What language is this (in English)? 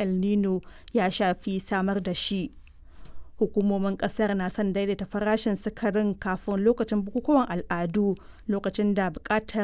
Hausa